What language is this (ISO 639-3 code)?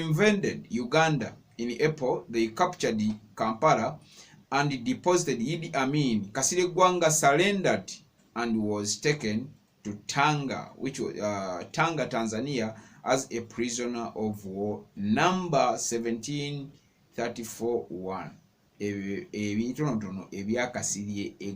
lug